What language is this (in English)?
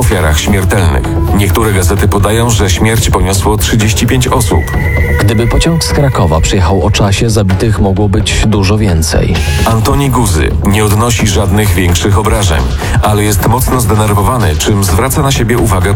Polish